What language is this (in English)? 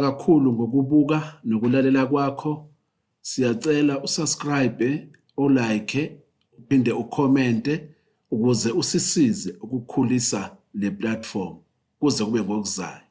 Zulu